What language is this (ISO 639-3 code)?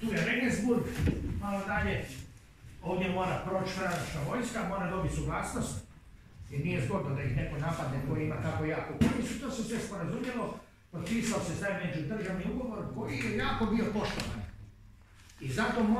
hrv